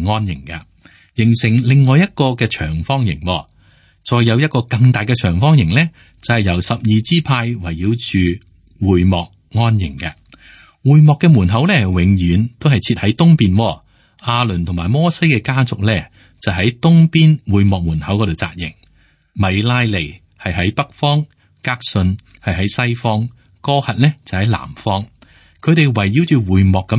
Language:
Cantonese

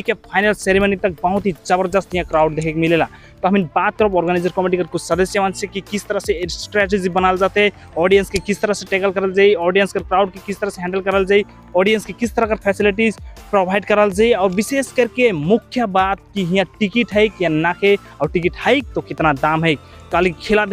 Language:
Sadri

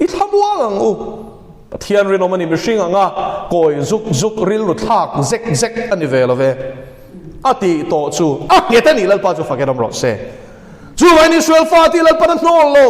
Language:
Mizo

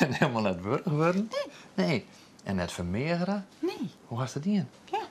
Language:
Western Frisian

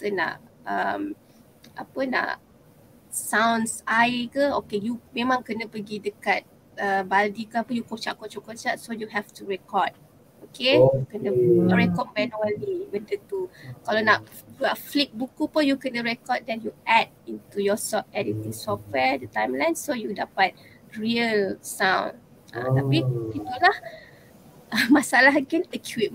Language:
Malay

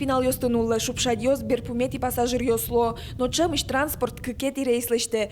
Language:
Udmurt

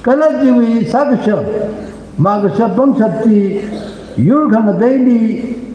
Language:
Tangkhul Naga (India)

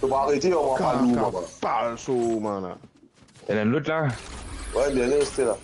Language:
Morisyen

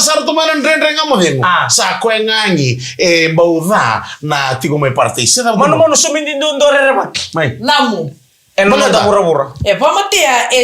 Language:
Fijian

